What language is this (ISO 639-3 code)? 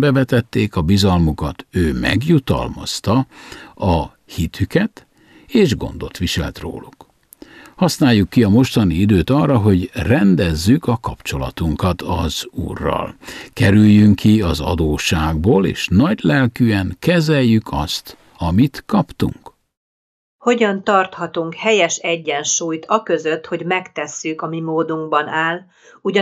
hun